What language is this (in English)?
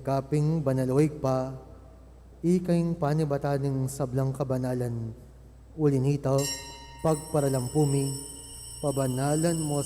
Pampanga